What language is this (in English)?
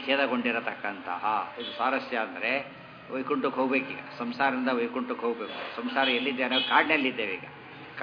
Kannada